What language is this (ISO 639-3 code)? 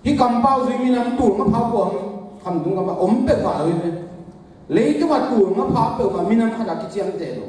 ctd